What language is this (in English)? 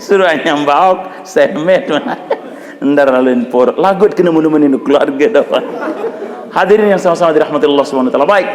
Sasak